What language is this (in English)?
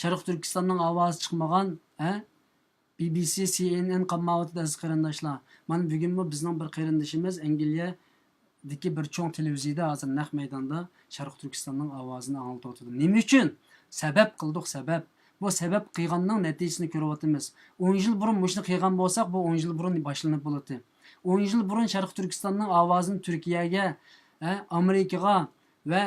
Uyghur